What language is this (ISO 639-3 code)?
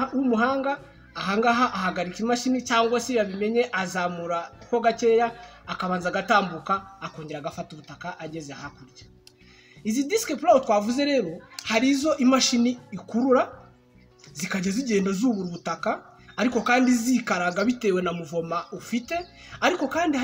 kin